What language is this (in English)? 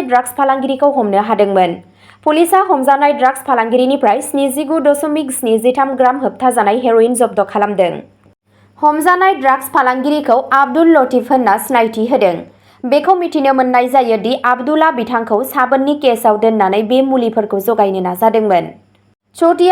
Bodo